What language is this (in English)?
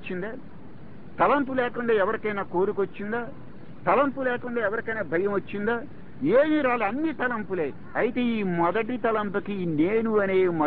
Telugu